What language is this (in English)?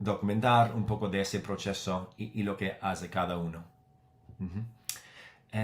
Ladino